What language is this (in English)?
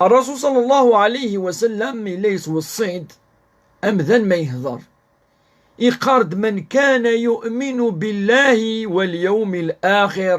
Kabyle